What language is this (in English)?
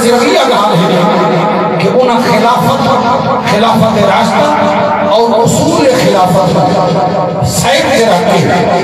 Saraiki